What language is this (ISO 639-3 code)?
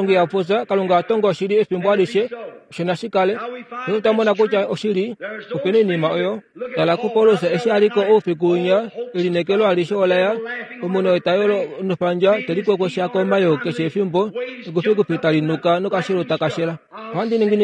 kua